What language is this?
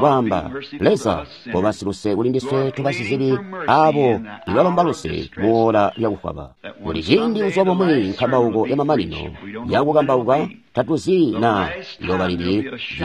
Tonga (Zambia)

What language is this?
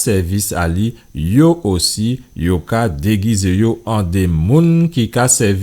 Guadeloupean Creole French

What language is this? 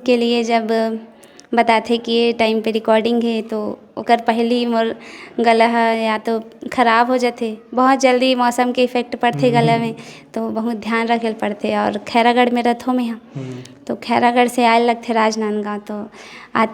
Chhattisgarhi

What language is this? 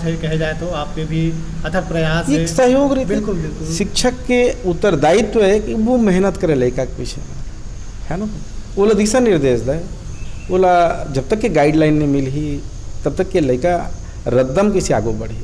Chhattisgarhi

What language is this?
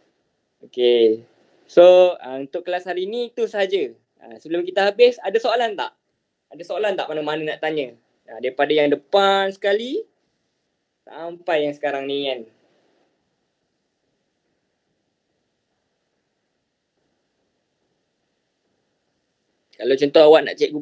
Malay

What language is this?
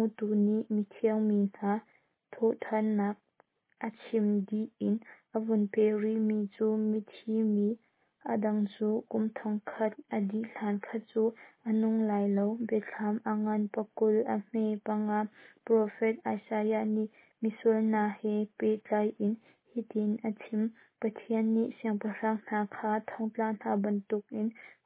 Hakha Chin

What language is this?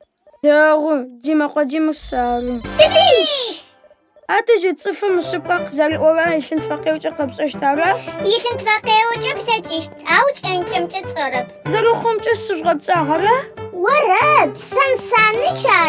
Adyghe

